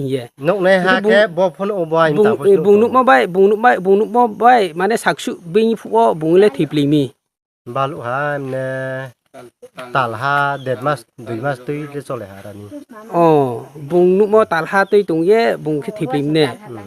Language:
Riang (India)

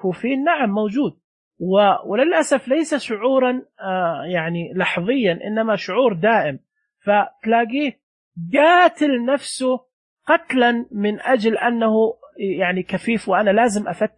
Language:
Najdi Arabic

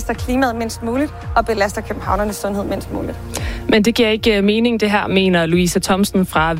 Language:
Danish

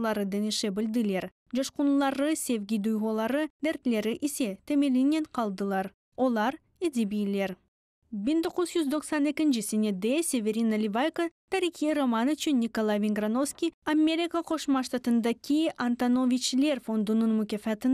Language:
Crimean Tatar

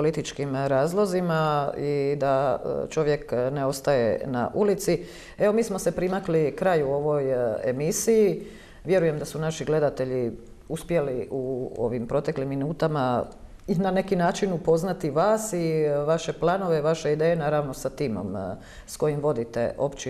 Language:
Croatian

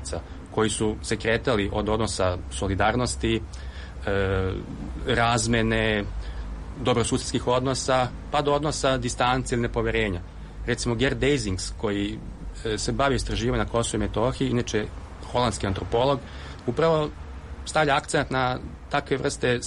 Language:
Serbian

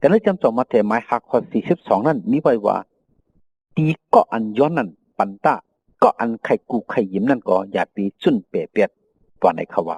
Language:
Shan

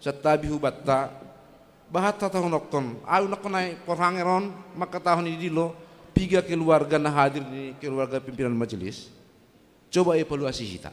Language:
Batak Simalungun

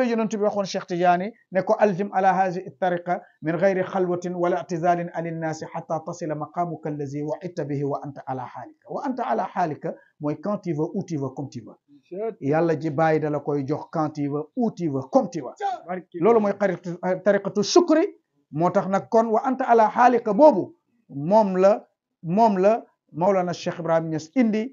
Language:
Wolof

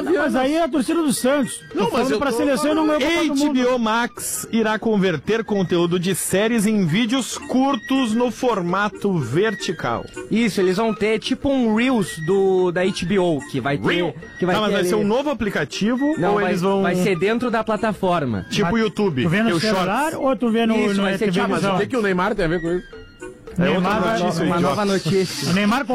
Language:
Portuguese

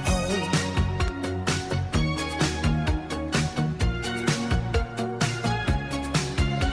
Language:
Danish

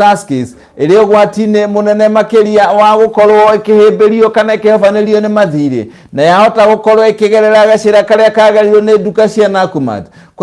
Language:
Kikuyu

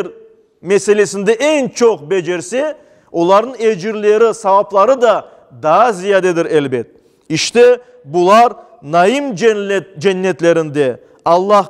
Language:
Crimean Tatar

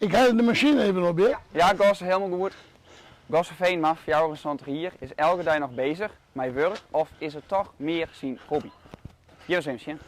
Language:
Western Frisian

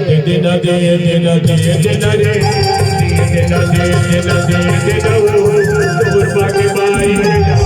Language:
Chhattisgarhi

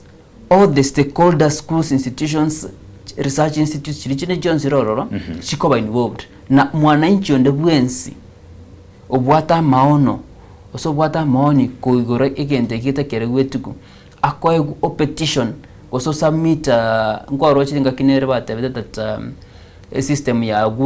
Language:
Gusii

